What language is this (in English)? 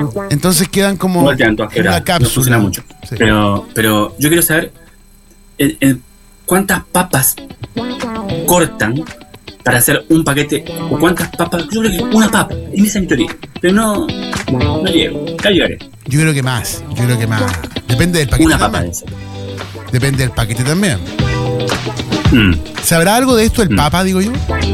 Spanish